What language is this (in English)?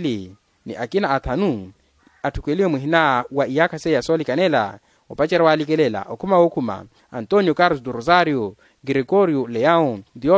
Makhuwa